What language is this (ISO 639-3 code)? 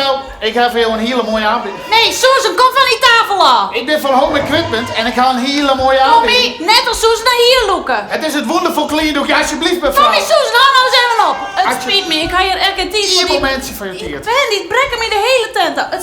fry